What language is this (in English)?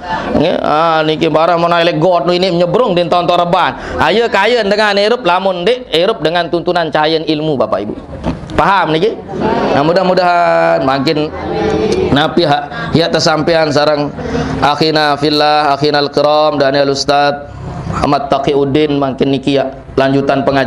Sasak